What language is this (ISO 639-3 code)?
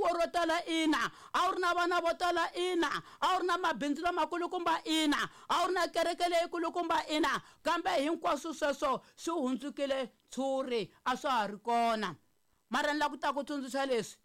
tso